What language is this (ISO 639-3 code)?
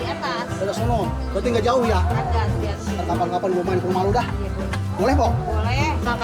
bew